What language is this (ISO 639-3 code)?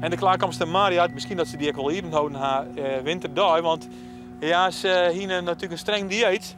fry